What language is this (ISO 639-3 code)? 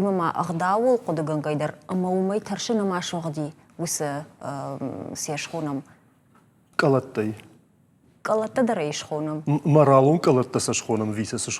oss